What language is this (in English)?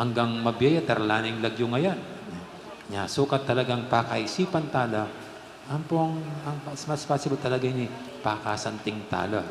Pampanga